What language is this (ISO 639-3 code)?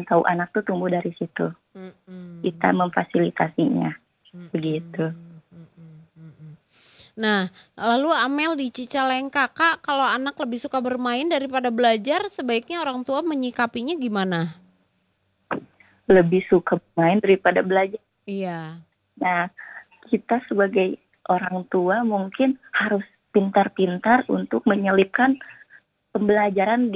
ind